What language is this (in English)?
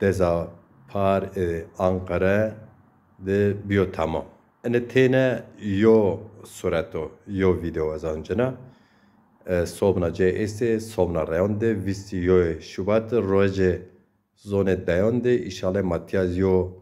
Zaza